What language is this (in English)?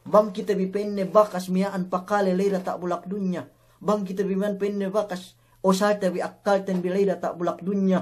Yakan